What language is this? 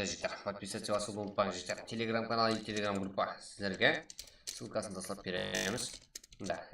Kara-Kalpak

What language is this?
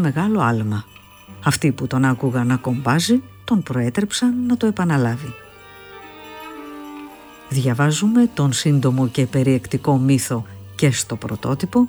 Greek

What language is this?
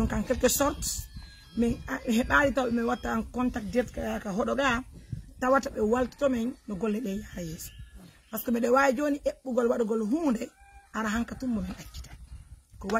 Fula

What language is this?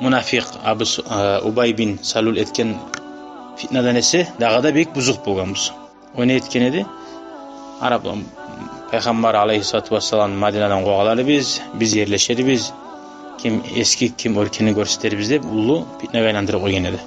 Kumyk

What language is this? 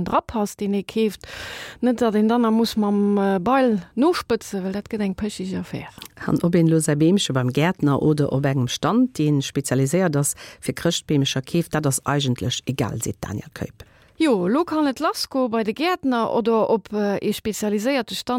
Luxembourgish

